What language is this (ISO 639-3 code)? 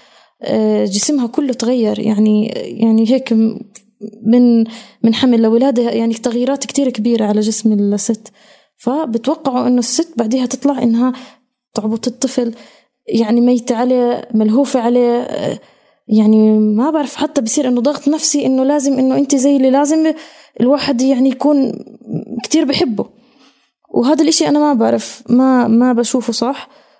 apc